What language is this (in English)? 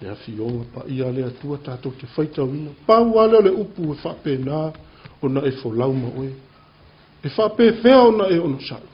Samoan